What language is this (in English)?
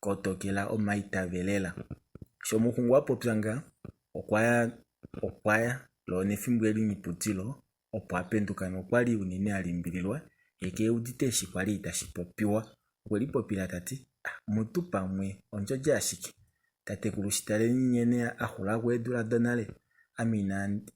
Kuanyama